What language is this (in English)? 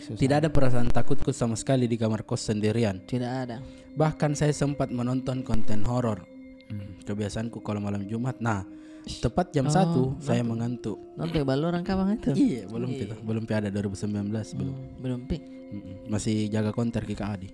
Makassar Malay